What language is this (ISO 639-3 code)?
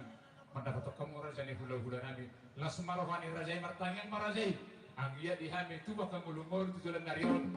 bbc